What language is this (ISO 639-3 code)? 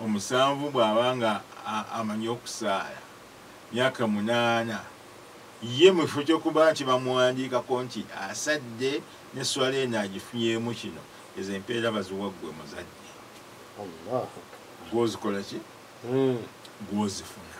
lug